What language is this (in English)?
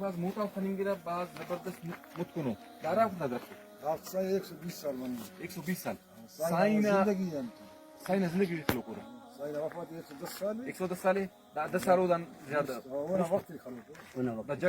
Brahui